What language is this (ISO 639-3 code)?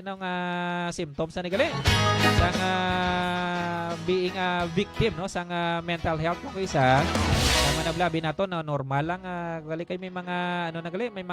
hil